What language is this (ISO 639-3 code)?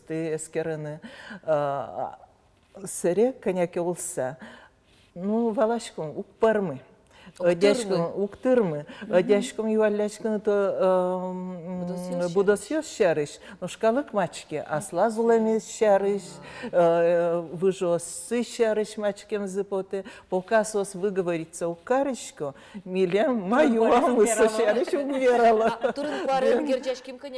udm